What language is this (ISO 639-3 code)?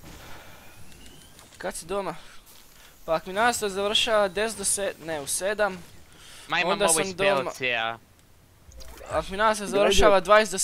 hrv